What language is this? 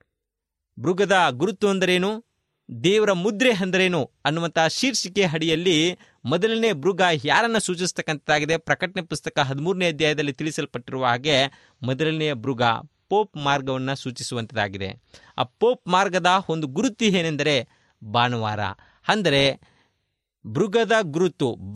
Kannada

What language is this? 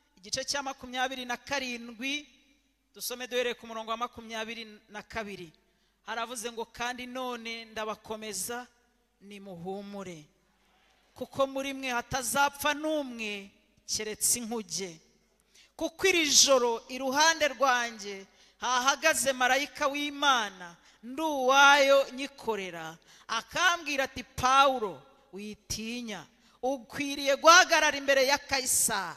Kinyarwanda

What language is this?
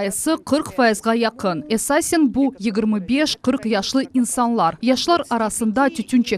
Crimean Tatar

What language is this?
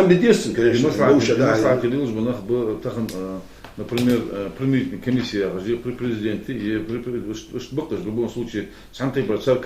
Ingush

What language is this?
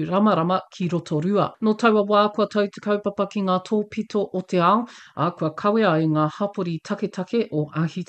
Māori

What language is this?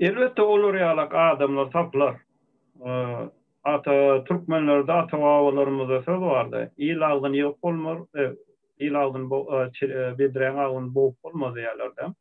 Turkmen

